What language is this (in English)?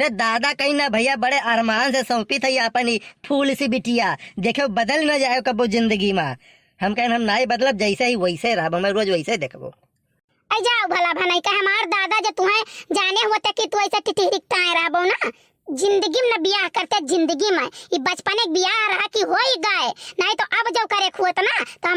Awadhi